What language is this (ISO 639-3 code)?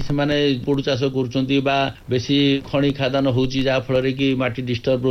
ori